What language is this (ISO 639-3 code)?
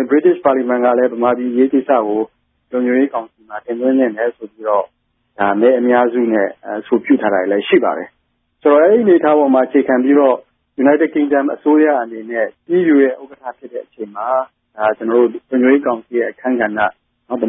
mya